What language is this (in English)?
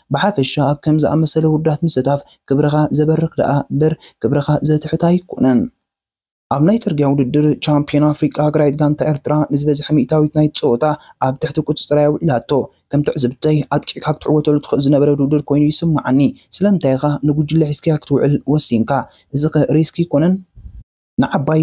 Tigrinya